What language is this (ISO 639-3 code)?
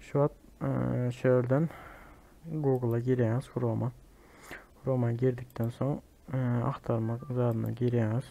tuk